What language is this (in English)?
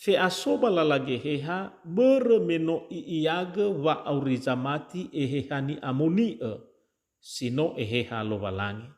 Nias